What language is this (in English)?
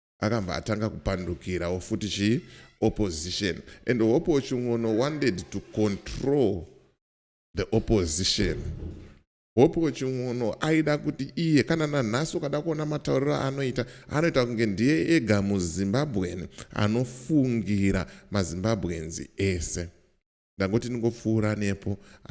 Shona